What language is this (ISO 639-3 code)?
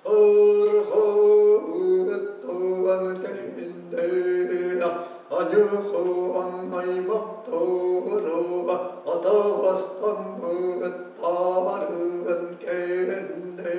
sah